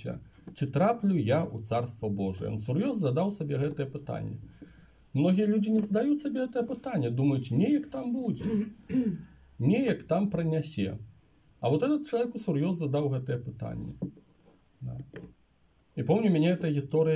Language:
Belarusian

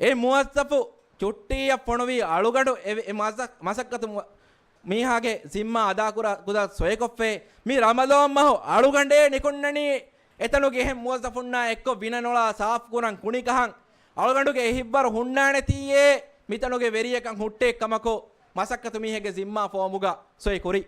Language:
Divehi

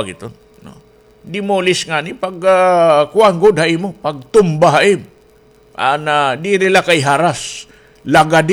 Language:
Waray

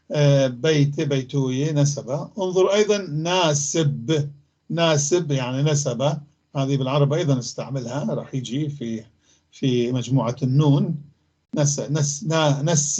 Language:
North Levantine Arabic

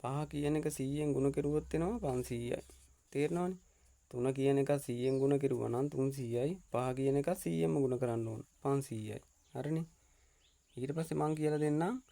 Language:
Sinhala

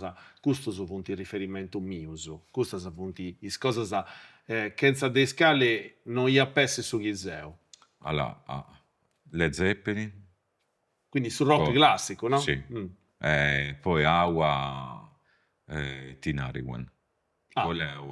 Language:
Sardinian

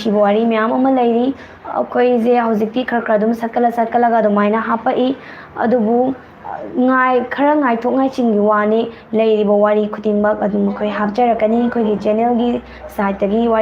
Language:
Manipuri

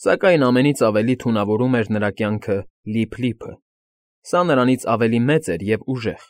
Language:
Armenian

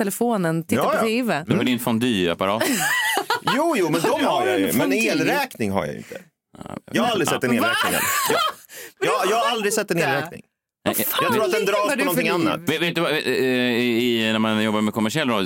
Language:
Swedish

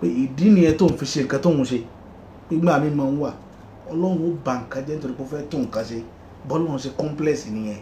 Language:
Yoruba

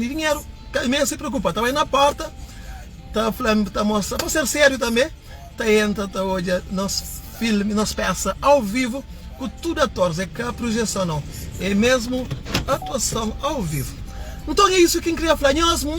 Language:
Kabuverdianu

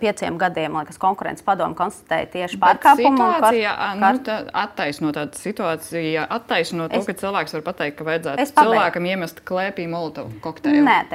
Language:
Latvian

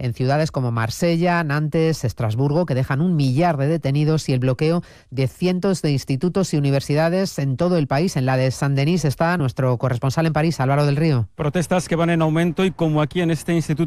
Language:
Spanish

